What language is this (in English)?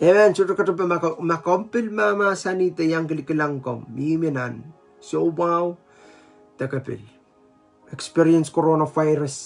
Pohnpeian